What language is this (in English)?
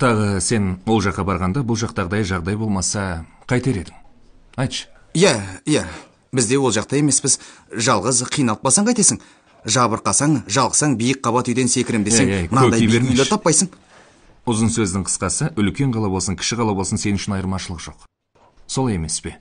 Kazakh